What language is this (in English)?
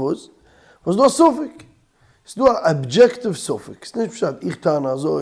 Yiddish